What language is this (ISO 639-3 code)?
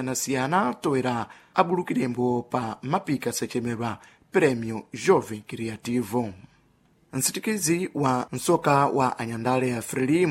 seh